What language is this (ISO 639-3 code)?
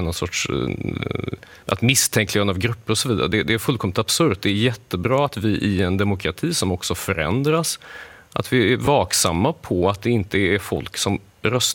swe